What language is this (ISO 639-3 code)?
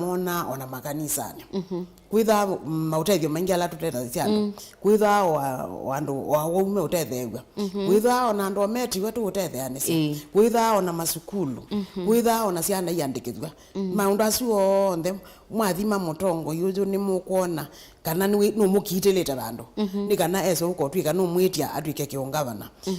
kam